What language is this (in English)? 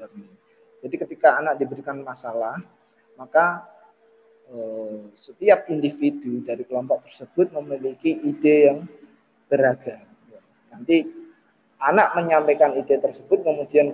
Indonesian